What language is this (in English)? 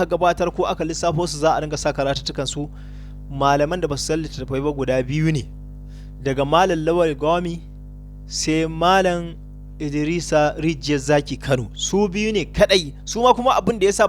Hausa